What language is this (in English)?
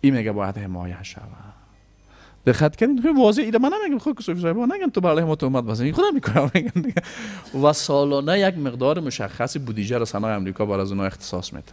Persian